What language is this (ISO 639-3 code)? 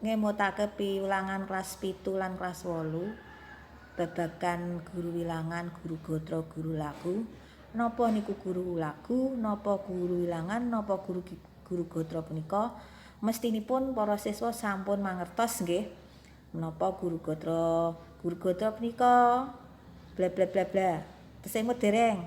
jav